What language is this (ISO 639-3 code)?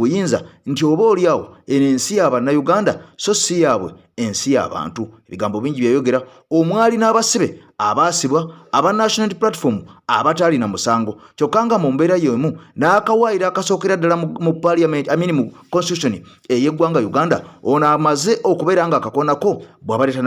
lug